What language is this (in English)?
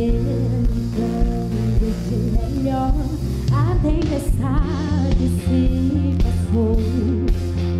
Portuguese